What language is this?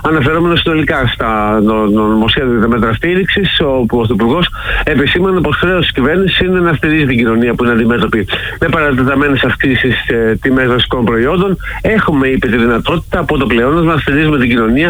Greek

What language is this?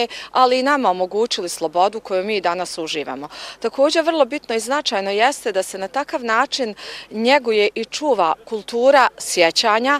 Bosnian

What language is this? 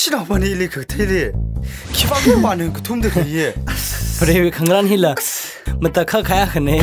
Tangkhul Naga (India)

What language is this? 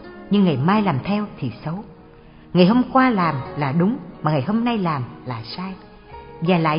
Vietnamese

